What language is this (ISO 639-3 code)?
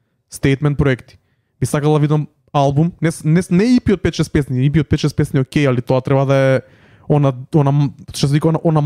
mkd